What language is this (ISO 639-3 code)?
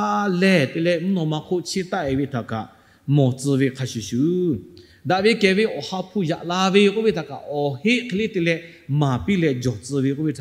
lhu